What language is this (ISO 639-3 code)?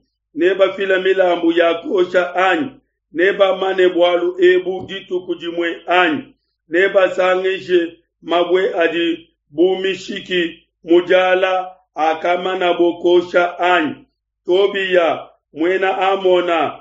lua